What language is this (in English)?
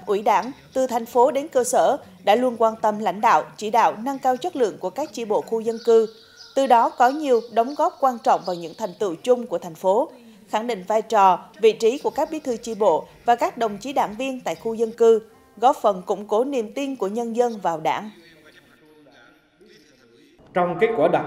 Vietnamese